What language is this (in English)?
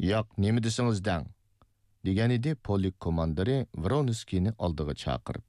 Uyghur